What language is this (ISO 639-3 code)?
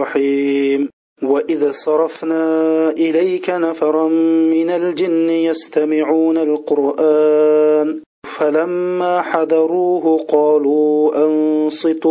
uig